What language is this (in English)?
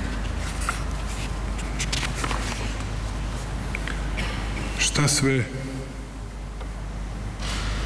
Serbian